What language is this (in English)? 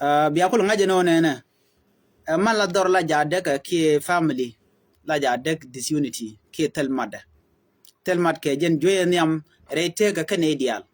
Nuer